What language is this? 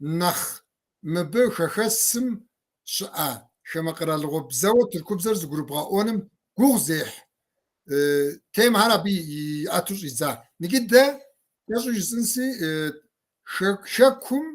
Kabardian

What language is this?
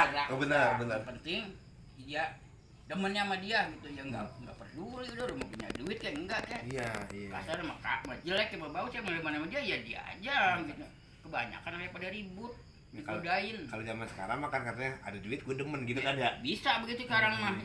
Betawi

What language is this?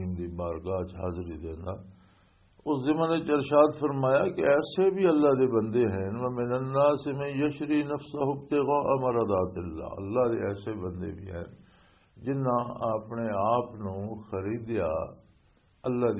Western Panjabi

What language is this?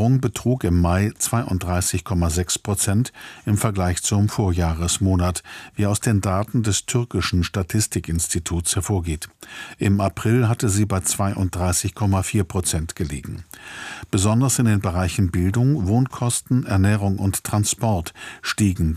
German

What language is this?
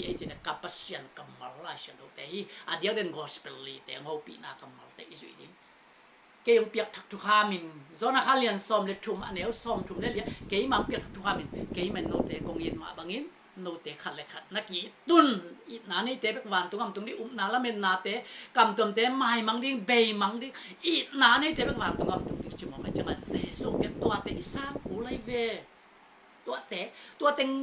Tedim Chin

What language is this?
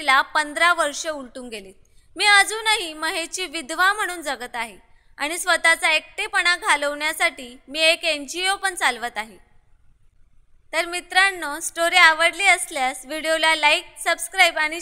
Marathi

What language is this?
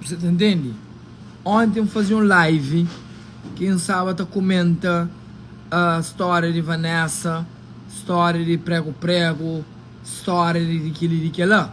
Kabuverdianu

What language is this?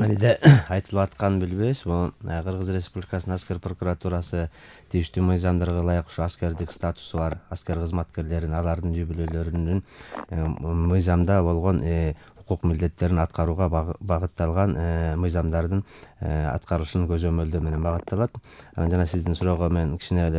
Kyrgyz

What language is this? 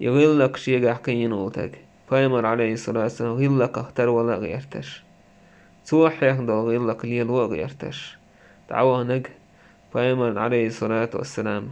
Chechen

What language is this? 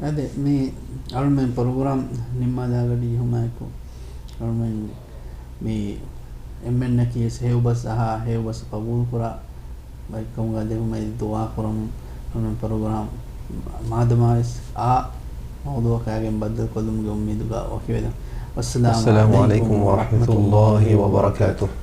Divehi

